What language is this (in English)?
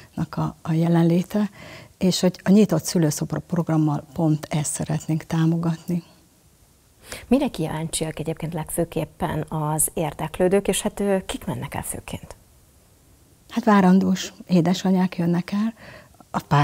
Hungarian